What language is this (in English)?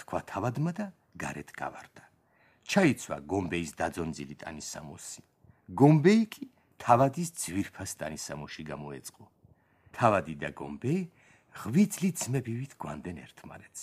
Georgian